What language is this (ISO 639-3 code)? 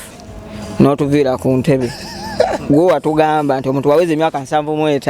lug